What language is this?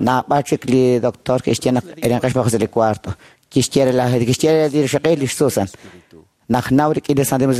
Kekchí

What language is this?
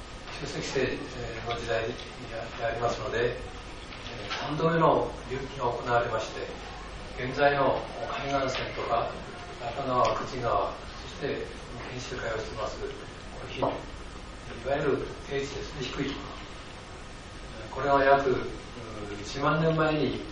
Japanese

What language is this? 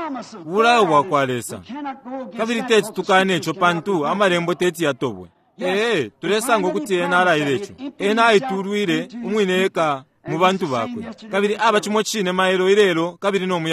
Bemba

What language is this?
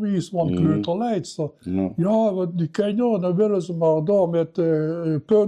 Limburgish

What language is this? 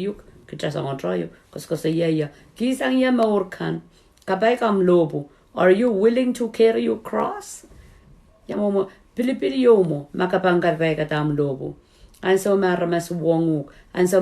Pohnpeian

